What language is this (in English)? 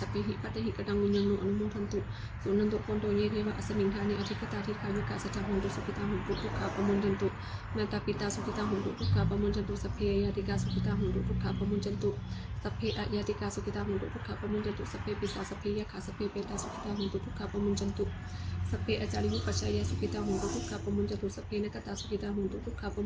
Pali